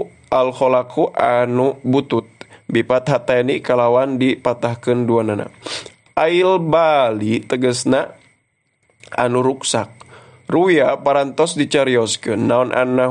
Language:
Sundanese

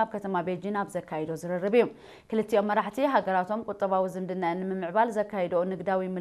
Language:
Tigrinya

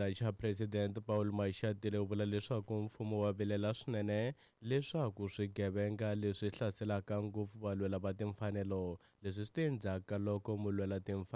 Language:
Tsonga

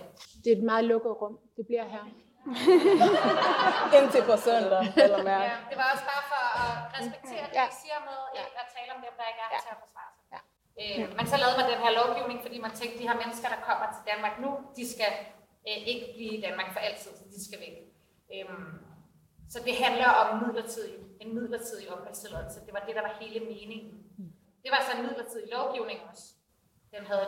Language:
Danish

